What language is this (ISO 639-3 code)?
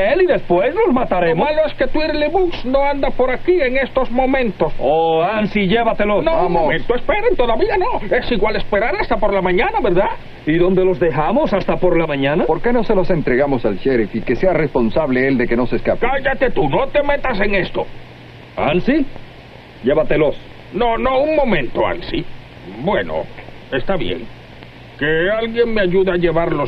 spa